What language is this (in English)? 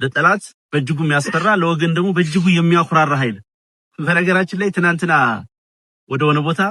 Amharic